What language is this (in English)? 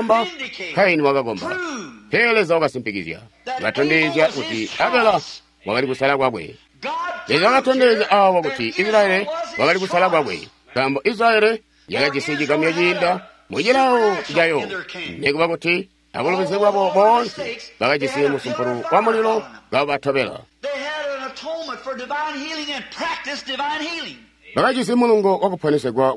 Tonga (Zambia)